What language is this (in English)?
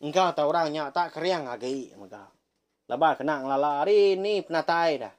Iban